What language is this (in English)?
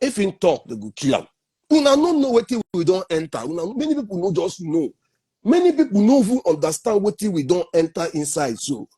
Nigerian Pidgin